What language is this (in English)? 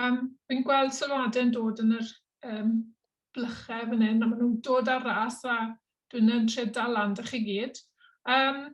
Welsh